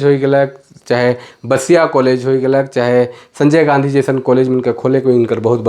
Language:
Sadri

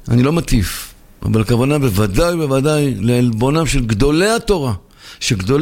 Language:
Hebrew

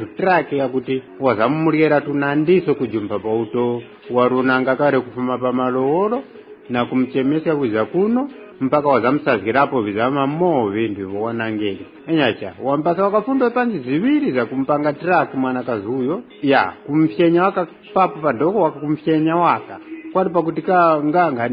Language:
Tumbuka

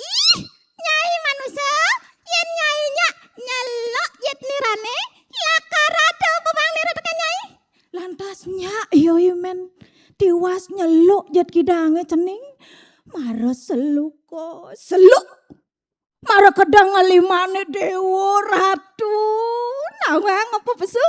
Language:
Balinese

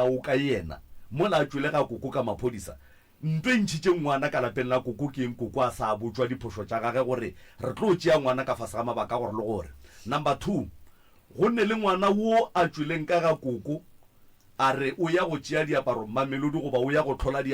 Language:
Northern Sotho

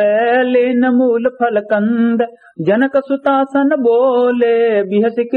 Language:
Awadhi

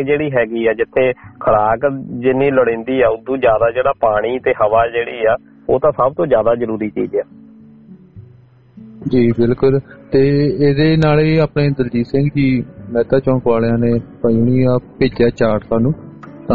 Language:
Punjabi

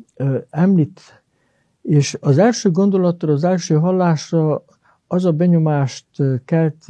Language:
Hungarian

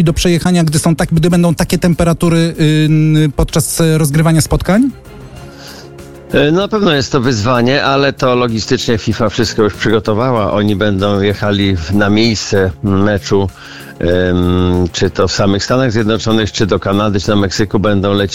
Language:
Polish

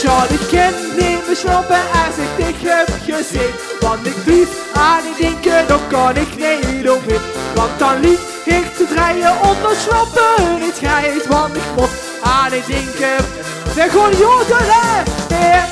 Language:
Limburgish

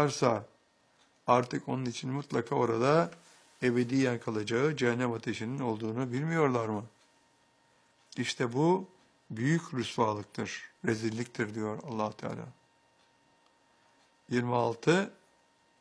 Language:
Turkish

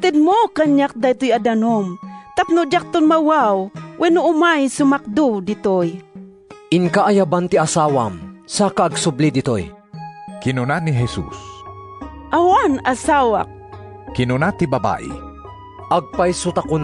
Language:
Iloko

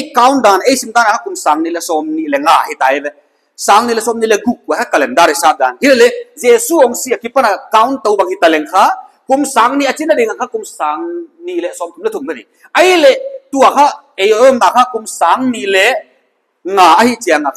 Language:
Paite Chin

